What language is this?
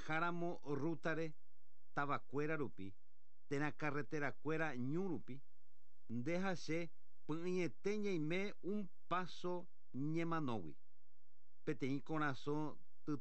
Guarani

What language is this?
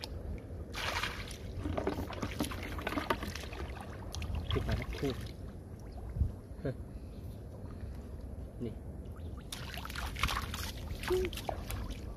Vietnamese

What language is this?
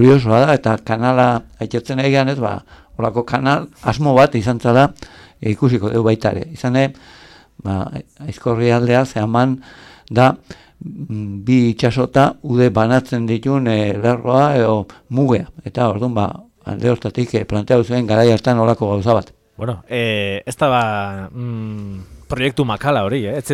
Basque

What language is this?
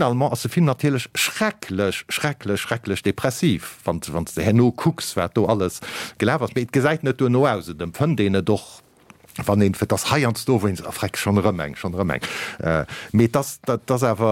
Luxembourgish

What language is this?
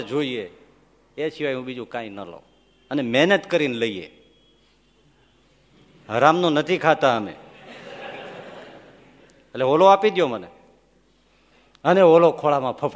Gujarati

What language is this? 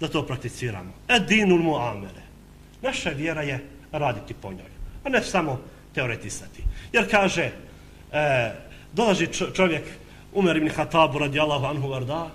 Bosnian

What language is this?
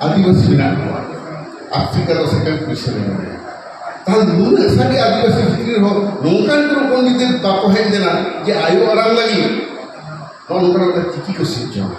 Santali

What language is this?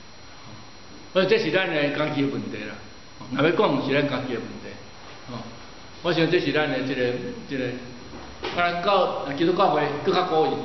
Min Nan Chinese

